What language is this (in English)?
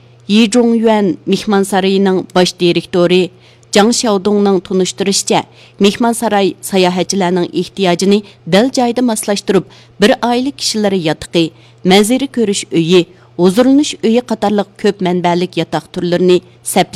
Uyghur